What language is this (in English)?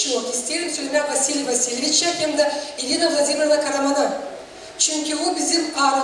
Gagauz